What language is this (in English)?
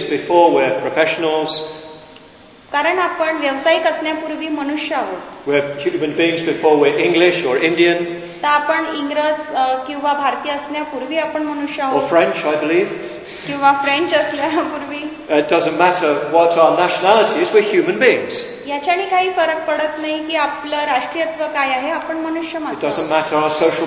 Marathi